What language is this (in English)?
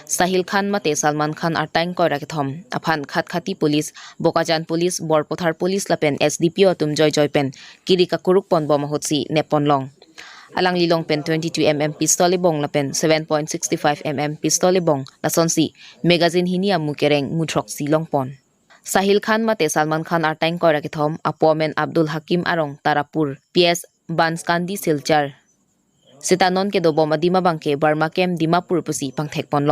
Karbi